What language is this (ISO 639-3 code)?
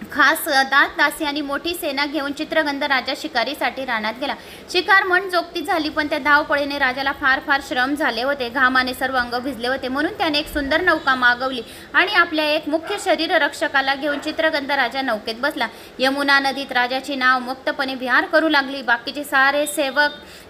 mar